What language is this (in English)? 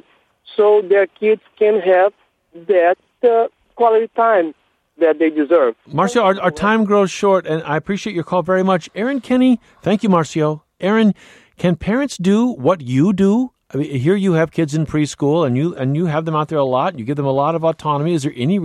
English